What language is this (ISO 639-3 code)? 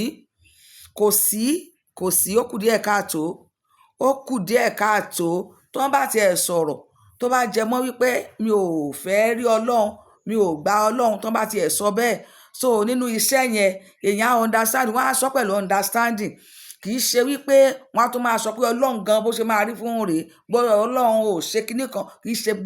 yor